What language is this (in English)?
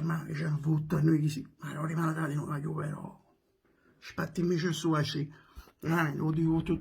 Neapolitan